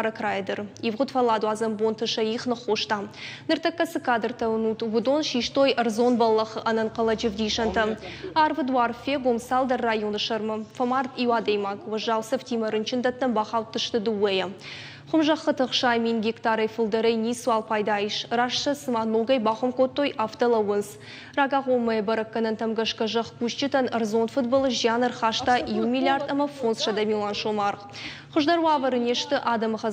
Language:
Ossetic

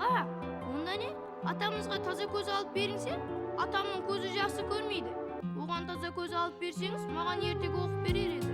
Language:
Kara-Kalpak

